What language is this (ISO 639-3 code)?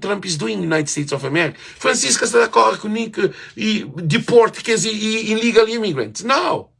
kea